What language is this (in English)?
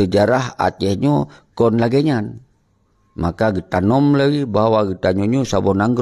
Achinese